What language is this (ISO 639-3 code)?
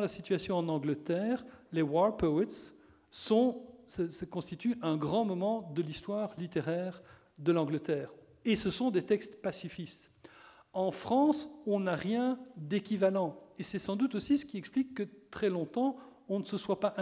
fra